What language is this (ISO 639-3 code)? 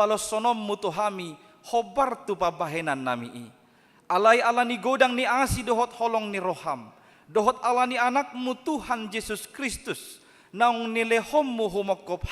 bbc